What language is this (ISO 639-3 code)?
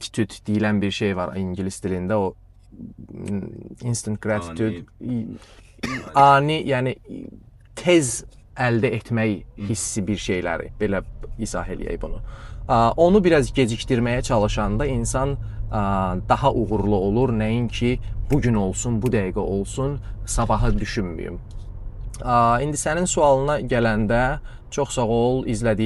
aze